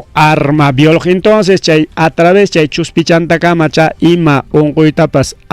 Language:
Ayacucho Quechua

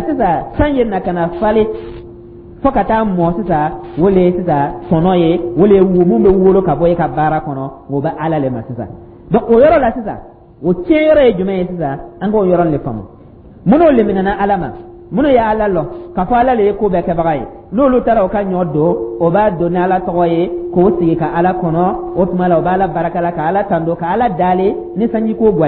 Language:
Dyula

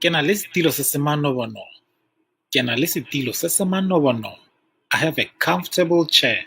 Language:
Tswana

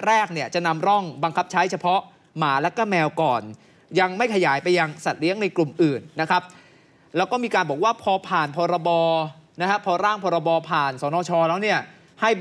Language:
Thai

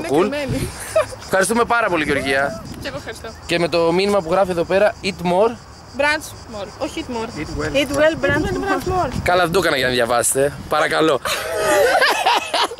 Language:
Greek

